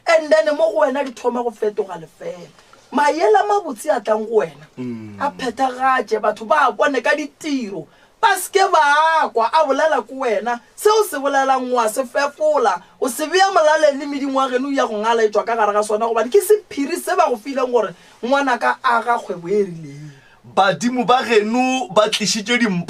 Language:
Northern Sotho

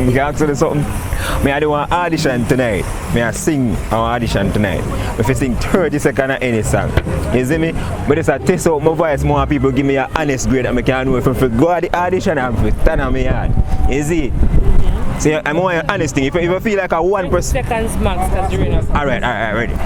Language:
Jamaican Creole English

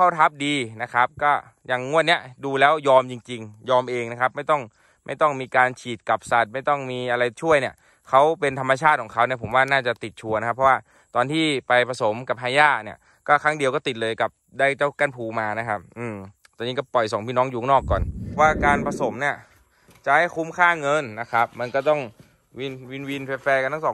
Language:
Thai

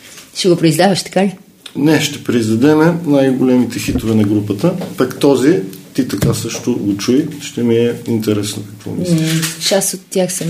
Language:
Bulgarian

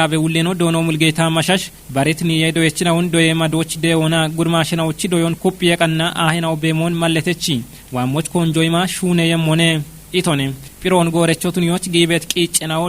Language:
Kafa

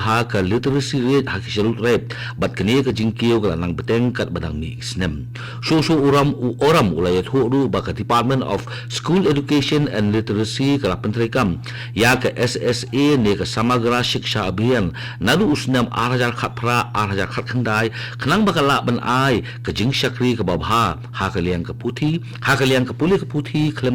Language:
Khasi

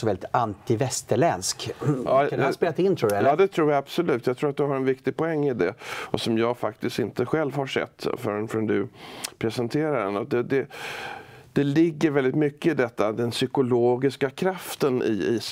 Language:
Swedish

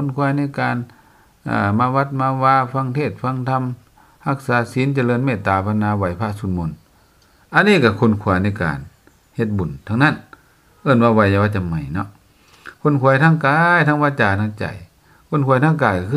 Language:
Lao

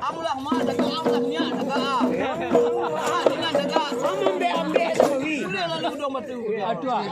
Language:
Minangkabau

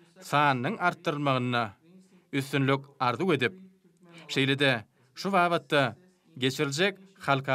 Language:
Turkmen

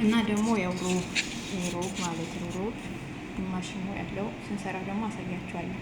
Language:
Amharic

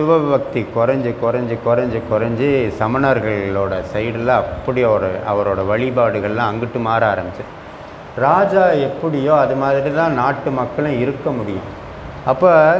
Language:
Tamil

